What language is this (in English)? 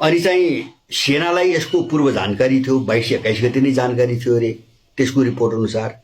Nepali